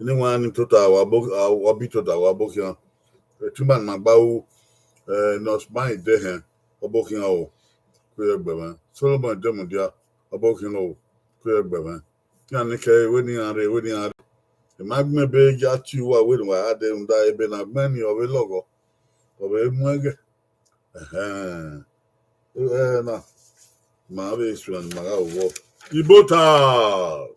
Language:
Bini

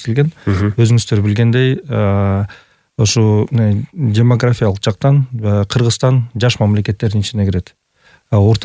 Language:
Kyrgyz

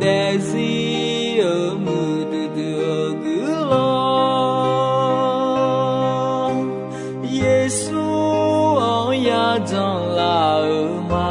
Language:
Akha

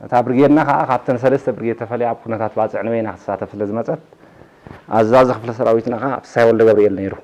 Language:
Tigrinya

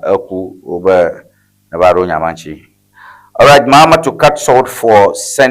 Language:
Ewe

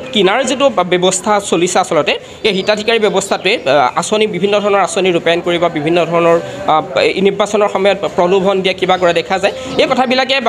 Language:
Assamese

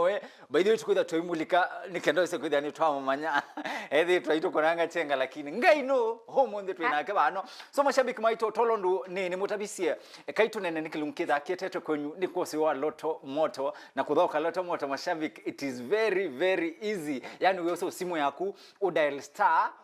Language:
Kamba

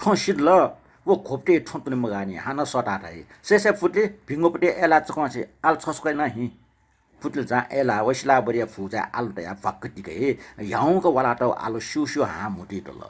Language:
Newari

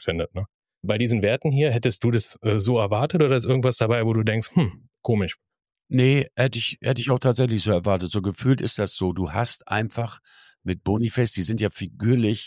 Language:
German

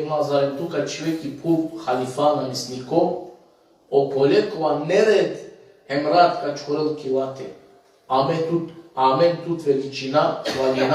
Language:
Balkan Romani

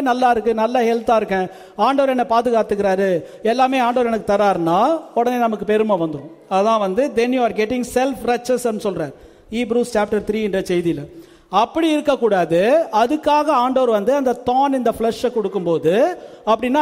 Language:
Tamil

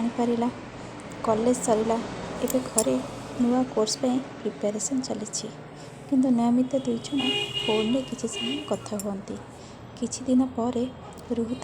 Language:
Odia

